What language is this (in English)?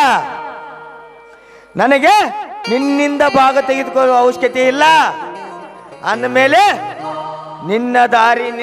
Kannada